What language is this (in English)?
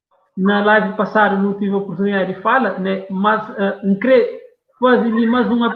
Kabuverdianu